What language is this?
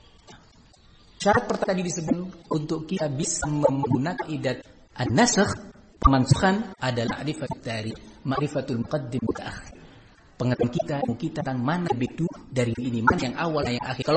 Indonesian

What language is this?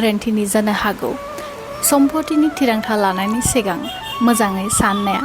Bodo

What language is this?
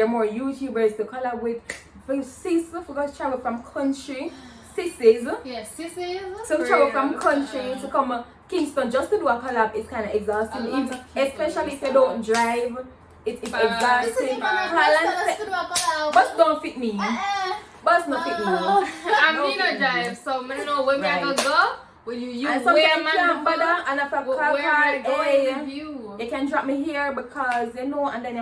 Jamaican Creole English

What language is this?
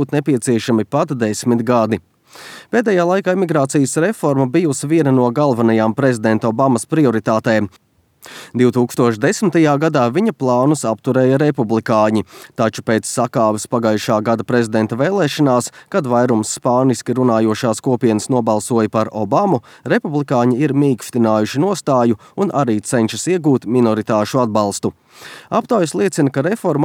Latvian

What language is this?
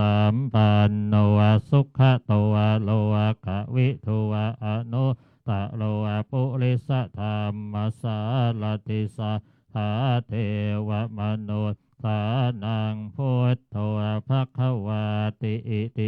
Pali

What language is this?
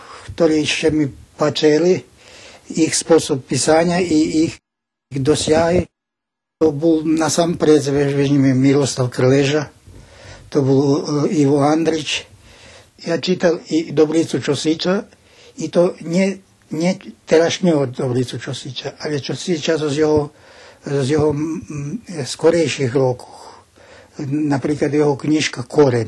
Rusyn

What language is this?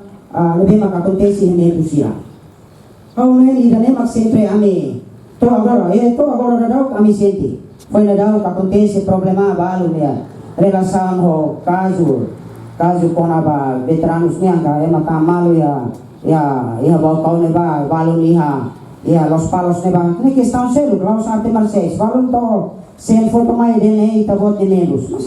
Tetum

